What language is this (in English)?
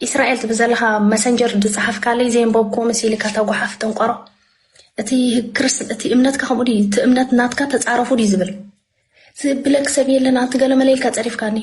Tigrinya